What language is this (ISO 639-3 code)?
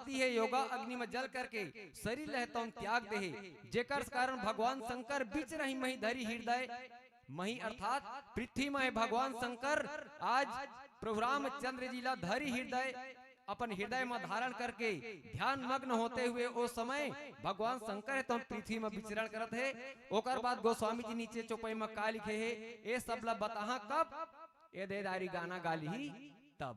hne